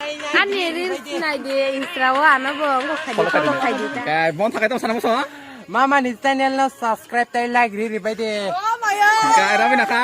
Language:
Kok Borok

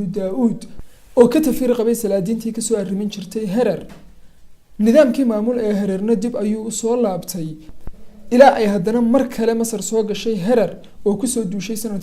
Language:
Somali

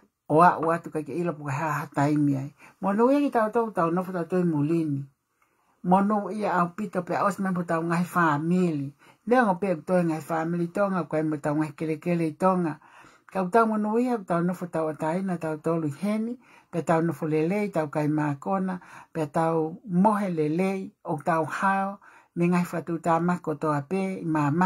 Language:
Tongan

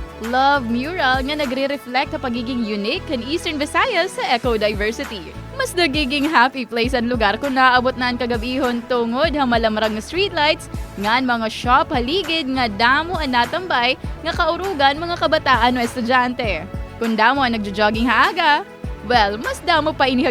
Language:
Waray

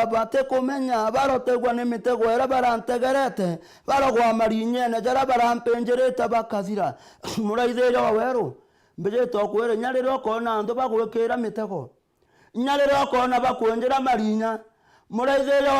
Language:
Meru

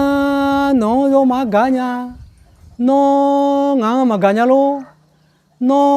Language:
Akha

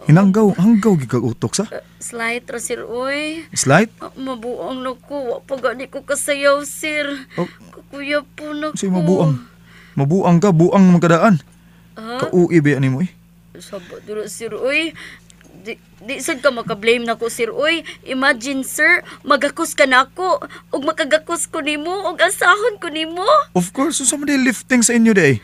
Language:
Cebuano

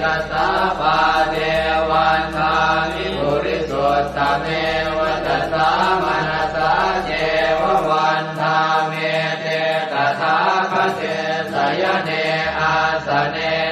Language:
Pali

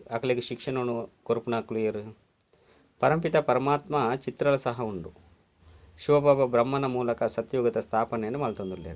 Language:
Tulu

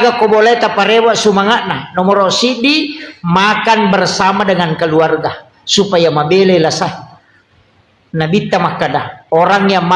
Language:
Buginese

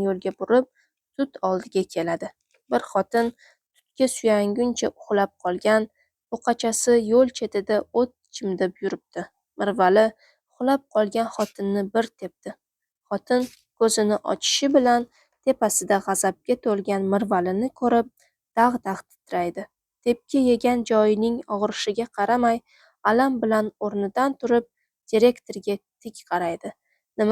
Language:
Uzbek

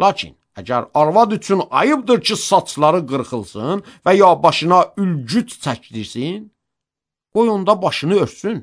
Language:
Azerbaijani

